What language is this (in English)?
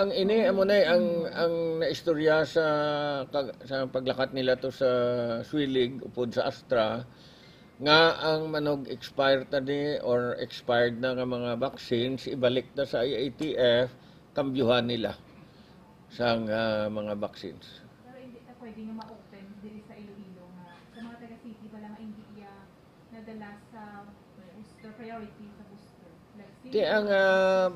Hiligaynon